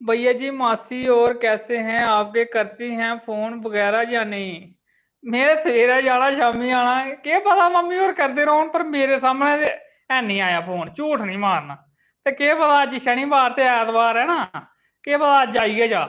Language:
Dogri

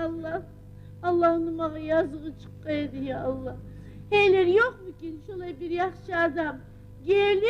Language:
Kumyk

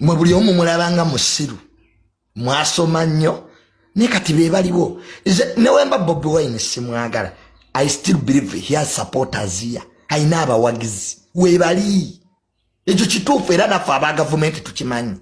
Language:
Ganda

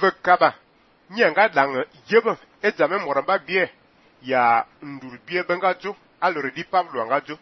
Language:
Fang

